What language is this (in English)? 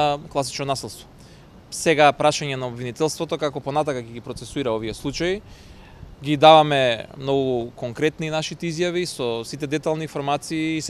Macedonian